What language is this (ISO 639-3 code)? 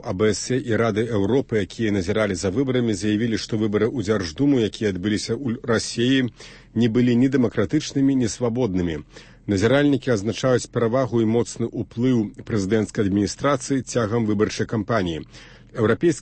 bel